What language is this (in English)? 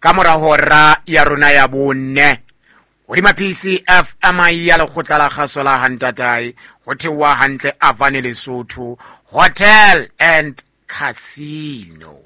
Southern Sotho